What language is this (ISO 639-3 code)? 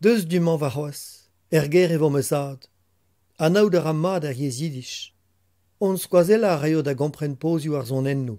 bre